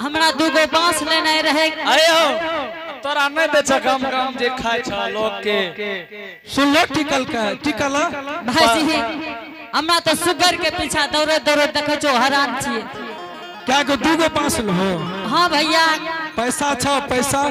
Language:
Angika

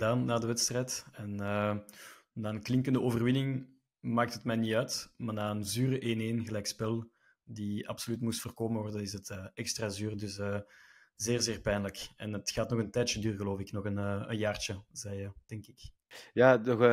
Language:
Dutch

